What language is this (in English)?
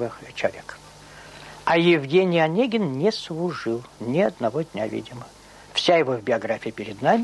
Russian